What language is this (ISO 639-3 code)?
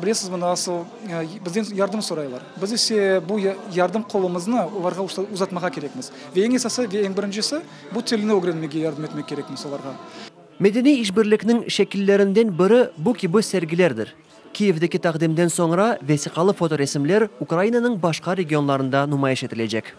crh